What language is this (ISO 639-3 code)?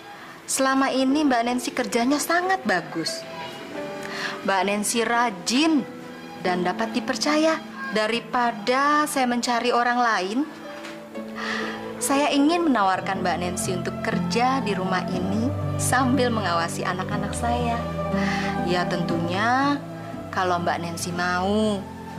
ind